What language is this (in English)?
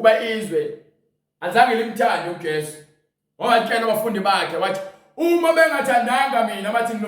Zulu